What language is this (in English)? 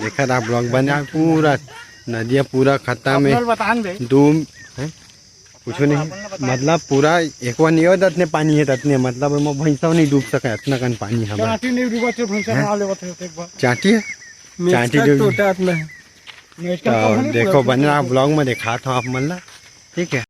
Chhattisgarhi